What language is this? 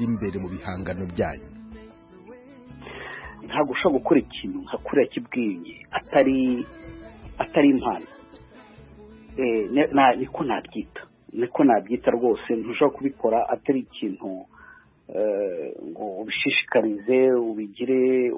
Kinyarwanda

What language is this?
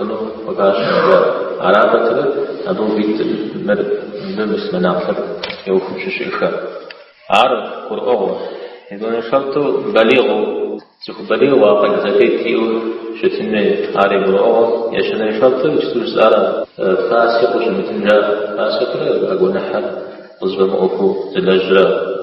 Kabardian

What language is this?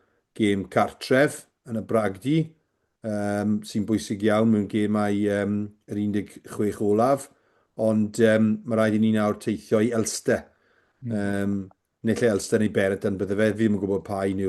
Welsh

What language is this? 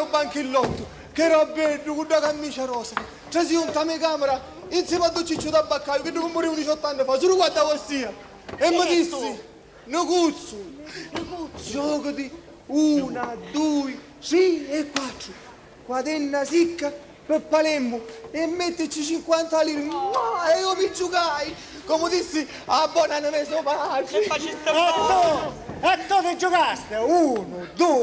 Sicilian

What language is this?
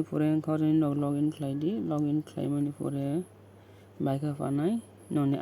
Kok Borok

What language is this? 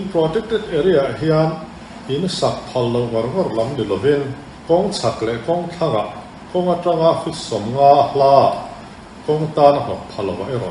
Mizo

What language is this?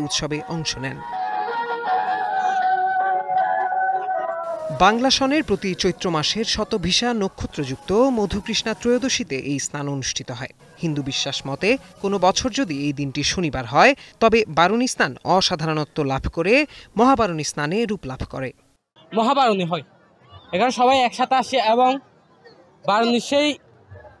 Bangla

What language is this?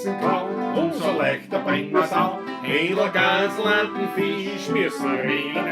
Bavarian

